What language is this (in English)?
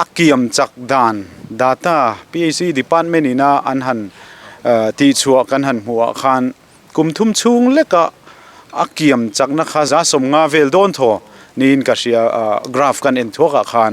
Mizo